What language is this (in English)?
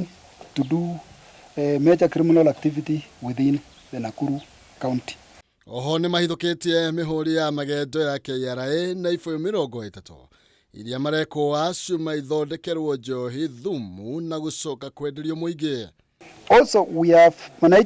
Kikuyu